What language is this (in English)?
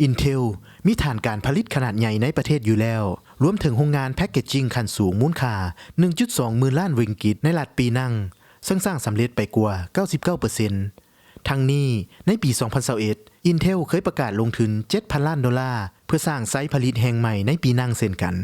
Lao